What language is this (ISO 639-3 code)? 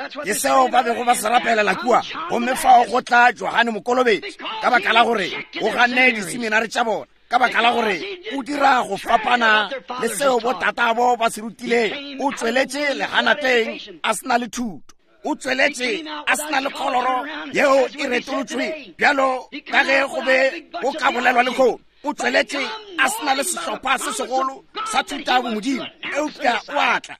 nso